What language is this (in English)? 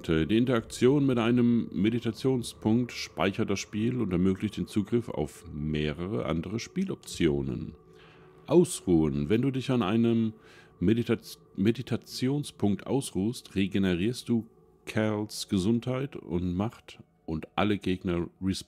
German